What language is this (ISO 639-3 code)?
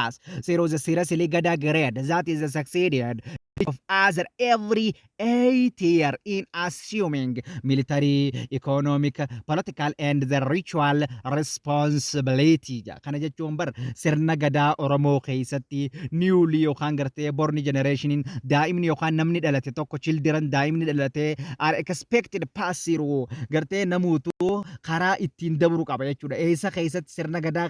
orm